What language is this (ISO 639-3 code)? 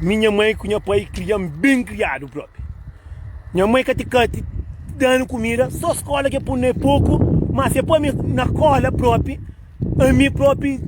kea